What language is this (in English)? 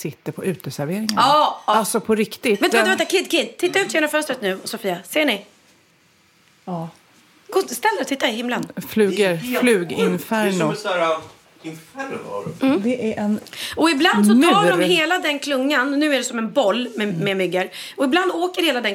Swedish